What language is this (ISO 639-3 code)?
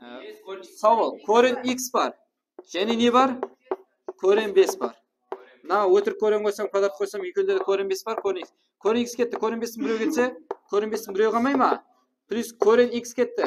kaa